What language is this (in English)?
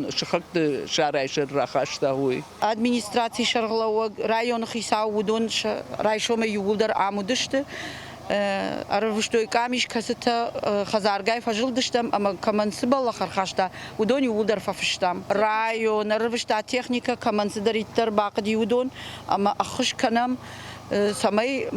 Ossetic